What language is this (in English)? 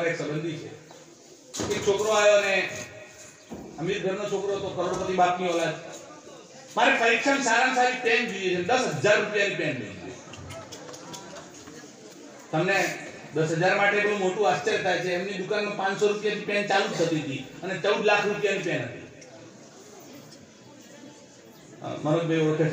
Gujarati